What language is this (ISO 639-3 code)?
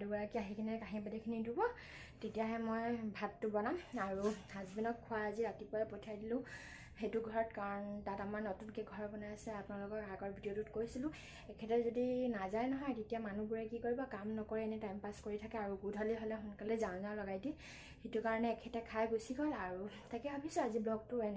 asm